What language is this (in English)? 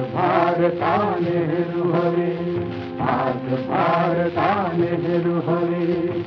Marathi